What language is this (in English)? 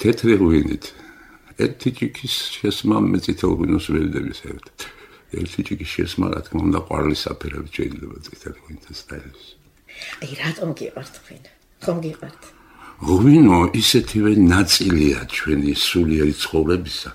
Georgian